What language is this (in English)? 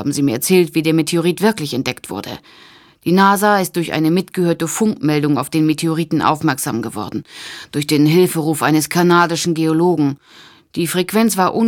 German